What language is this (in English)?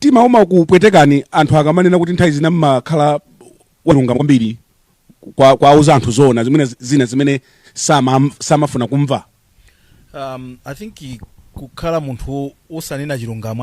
Nyanja